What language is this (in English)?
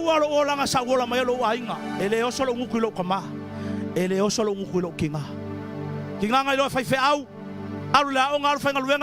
Samoan